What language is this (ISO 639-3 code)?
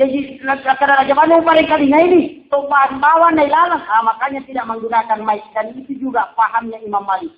bug